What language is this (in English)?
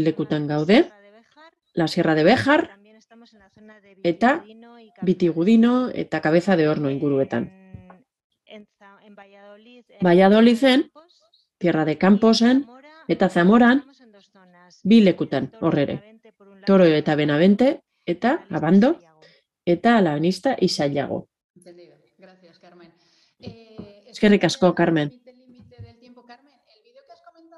Basque